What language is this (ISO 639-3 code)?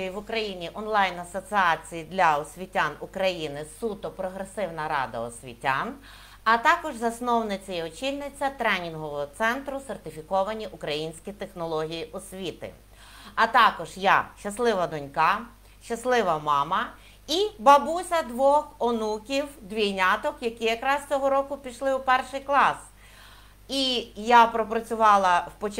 ukr